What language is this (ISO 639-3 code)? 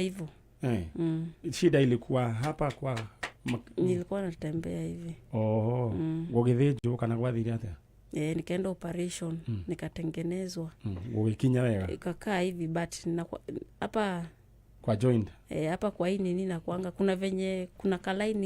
kik